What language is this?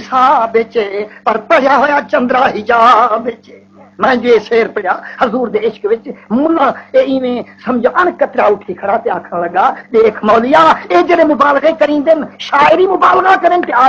Saraiki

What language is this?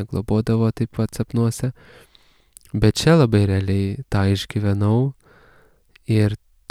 Lithuanian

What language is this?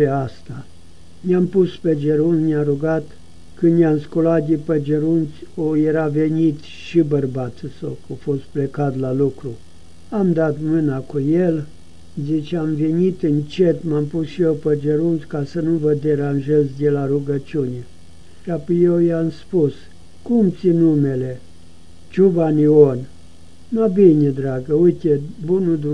Romanian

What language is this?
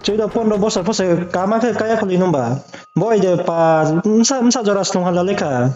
Riang (India)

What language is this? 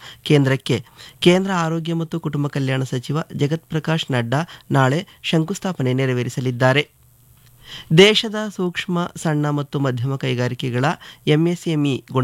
Kannada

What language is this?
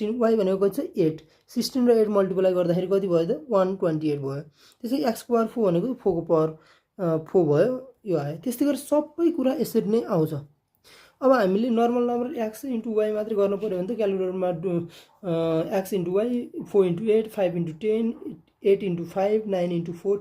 Nepali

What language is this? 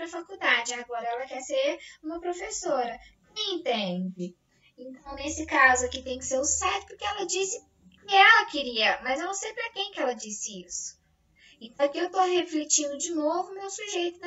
Portuguese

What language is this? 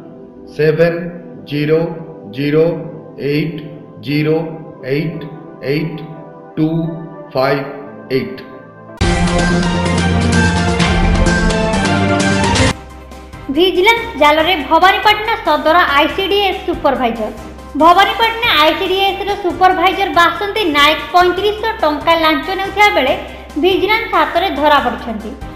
Odia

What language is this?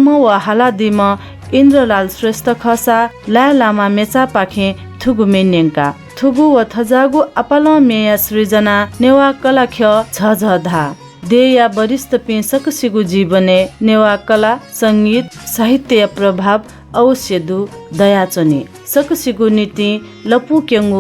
Newari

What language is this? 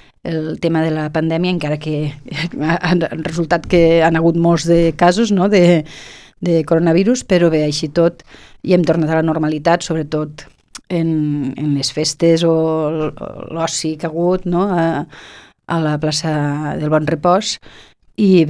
Catalan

